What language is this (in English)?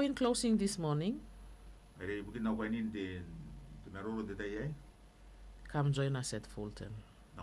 Gilbertese